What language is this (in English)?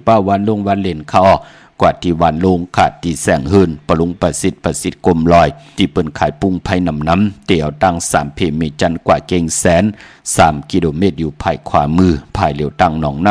Shan